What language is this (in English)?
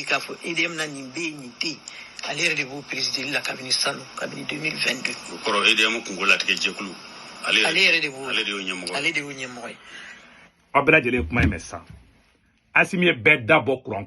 Bambara